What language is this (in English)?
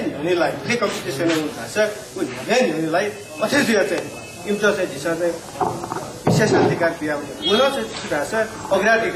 Newari